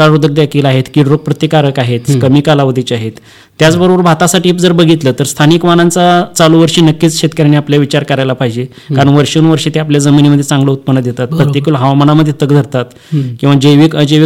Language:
Marathi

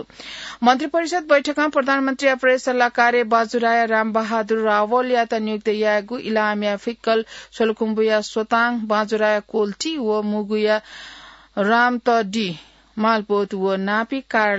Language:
Newari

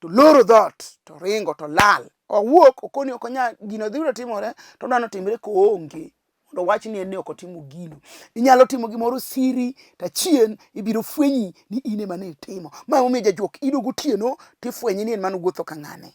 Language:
Luo (Kenya and Tanzania)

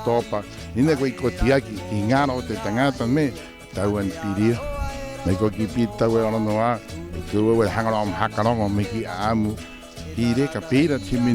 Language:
Rapanui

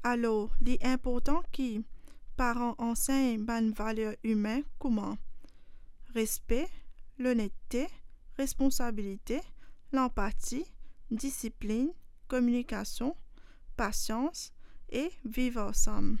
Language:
Morisyen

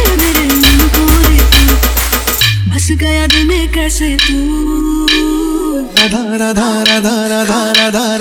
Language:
Marathi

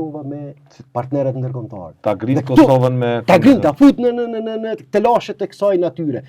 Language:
Albanian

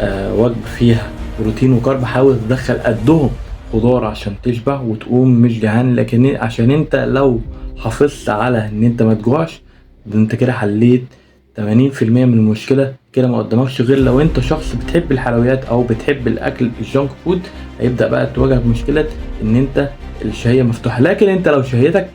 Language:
Egyptian Arabic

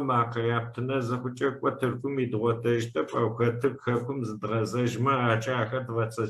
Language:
Adyghe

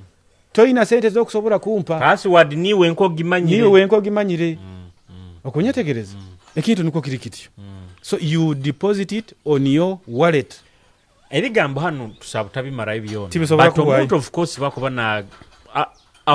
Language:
Nyoro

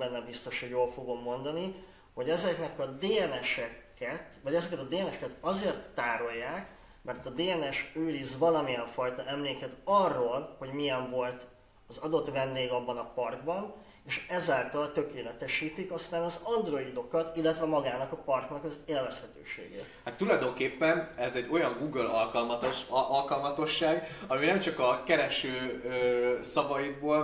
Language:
Hungarian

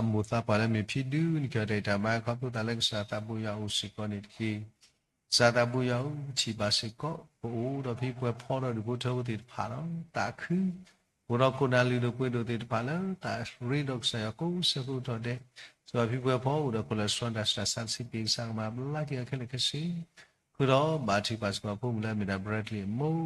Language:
S'gaw Karen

